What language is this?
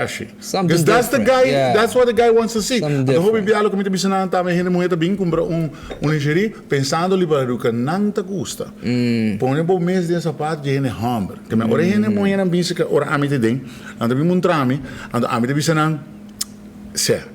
Papiamento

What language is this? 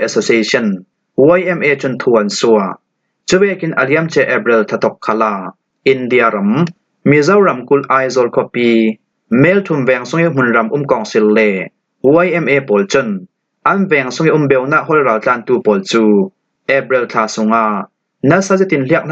Falam Chin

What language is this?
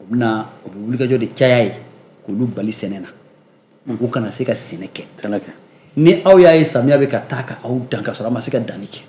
Bambara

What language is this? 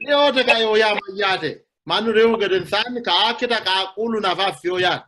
Sidamo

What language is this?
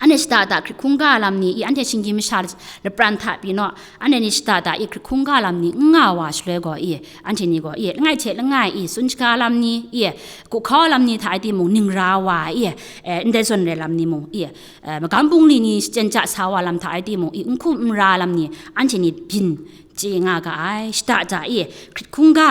Kachin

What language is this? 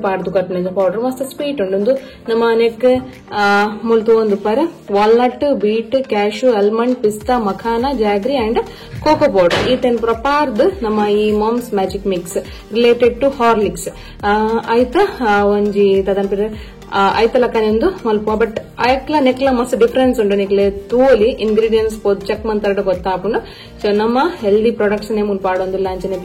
Tulu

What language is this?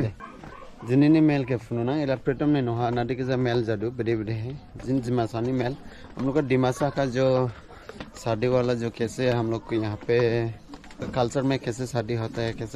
Dimasa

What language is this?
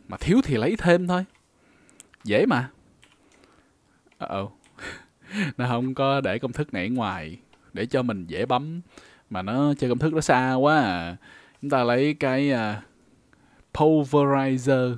Vietnamese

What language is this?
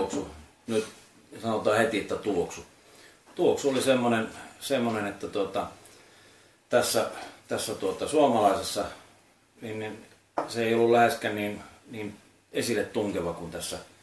Finnish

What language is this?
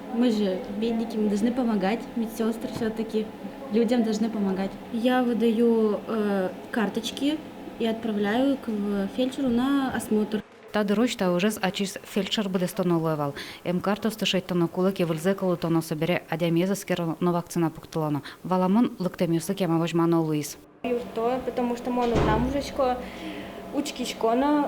Udmurt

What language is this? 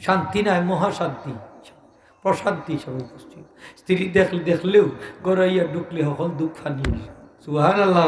Sylheti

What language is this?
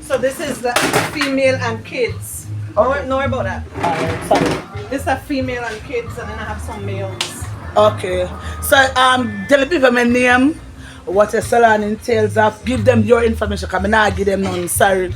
Jamaican Creole English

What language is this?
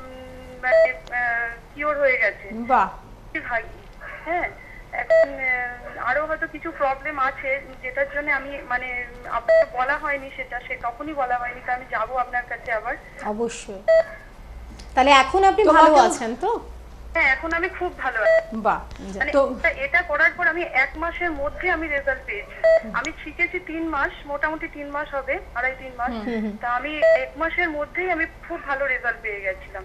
Bangla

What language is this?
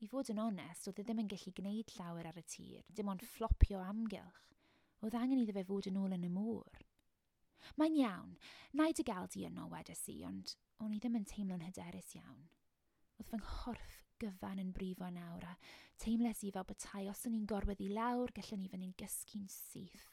Welsh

